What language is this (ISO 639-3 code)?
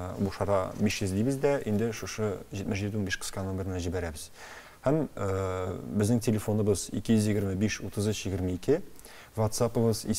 tat